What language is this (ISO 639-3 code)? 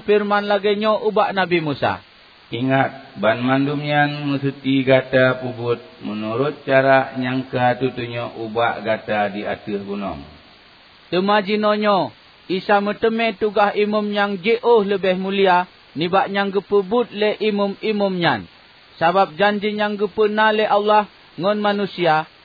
ace